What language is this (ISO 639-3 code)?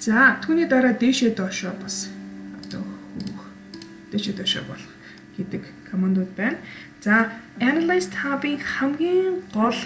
mon